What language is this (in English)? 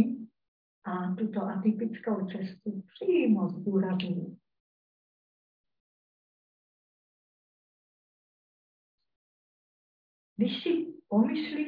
Czech